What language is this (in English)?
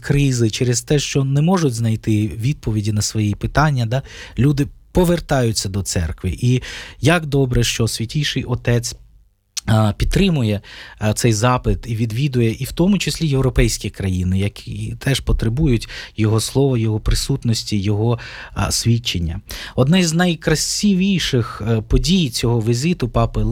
Ukrainian